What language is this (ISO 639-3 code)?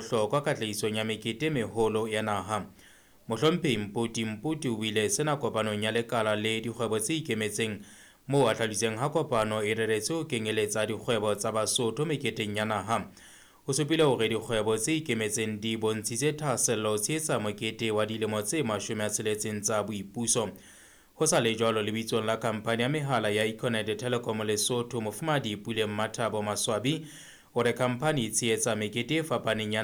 sot